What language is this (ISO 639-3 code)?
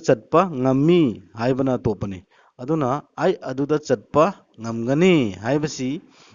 mni